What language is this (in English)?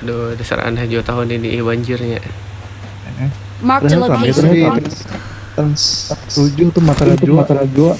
Banjar